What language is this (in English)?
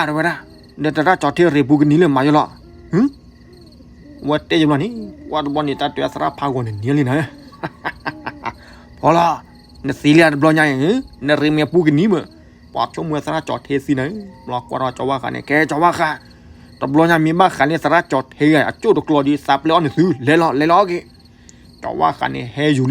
S'gaw Karen